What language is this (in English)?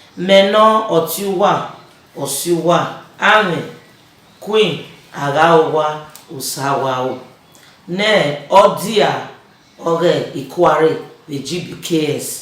Bini